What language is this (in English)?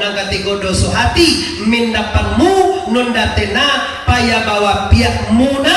Minangkabau